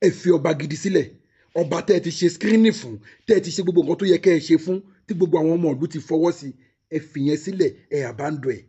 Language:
Yoruba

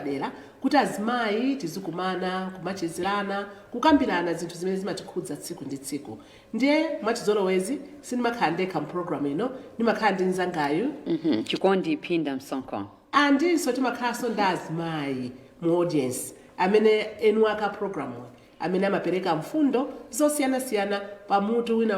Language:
Nyanja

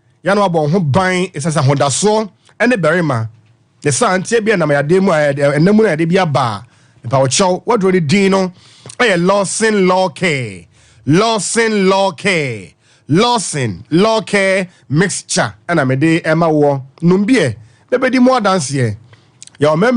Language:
Akan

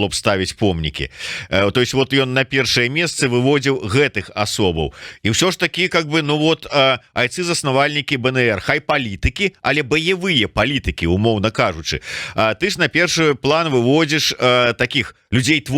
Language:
Belarusian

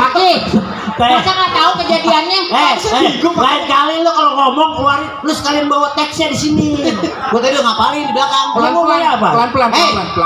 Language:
Betawi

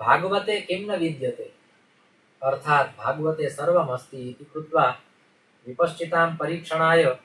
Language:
Sanskrit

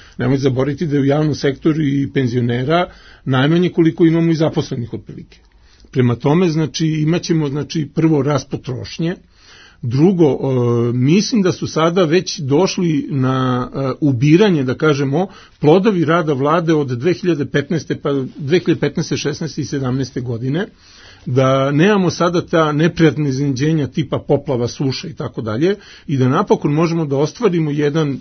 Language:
Serbian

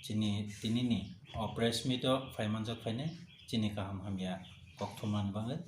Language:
Kok Borok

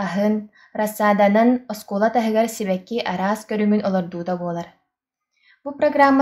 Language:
Yakut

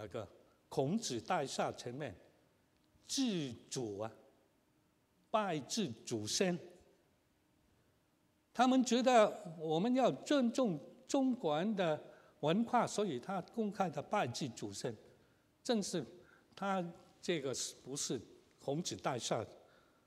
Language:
Chinese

